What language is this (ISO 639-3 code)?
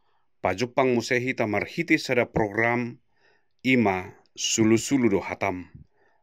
bbc